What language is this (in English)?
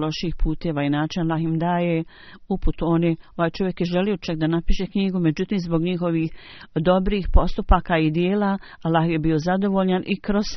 Bosnian